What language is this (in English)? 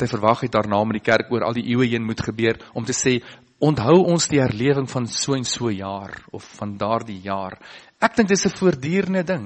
Afrikaans